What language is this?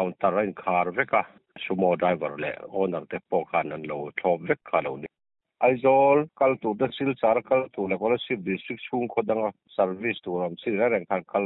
Mizo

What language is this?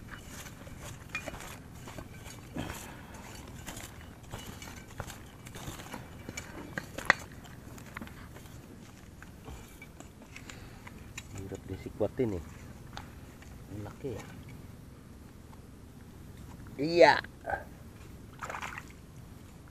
Filipino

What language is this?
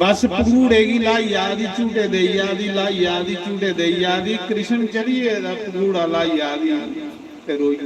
Dogri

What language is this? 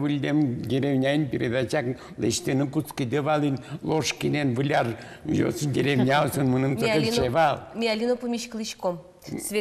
Udmurt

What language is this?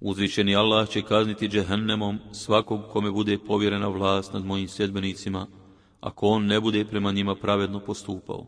Bosnian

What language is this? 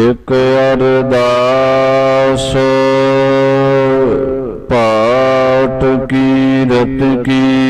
Punjabi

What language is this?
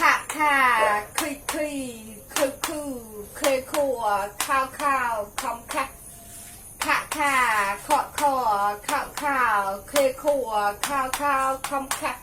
Mon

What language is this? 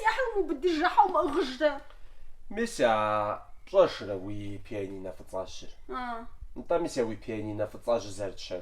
Kabardian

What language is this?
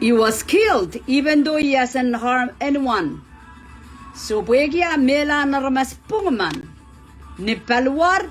Pohnpeian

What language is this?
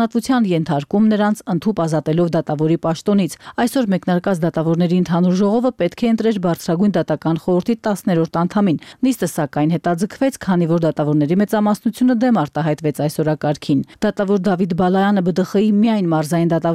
Armenian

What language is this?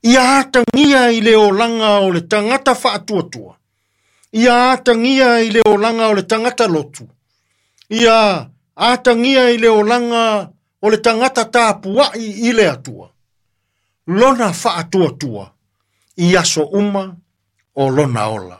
Samoan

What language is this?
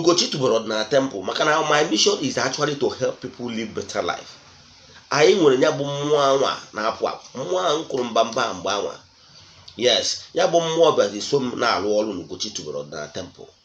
Igbo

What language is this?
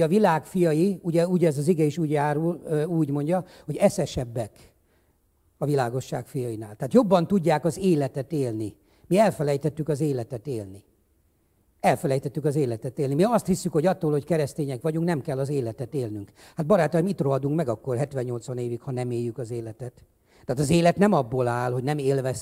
Hungarian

